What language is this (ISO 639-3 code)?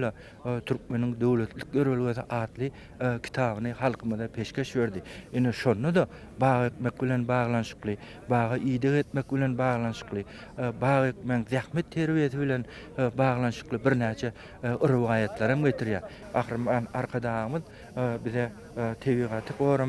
tuk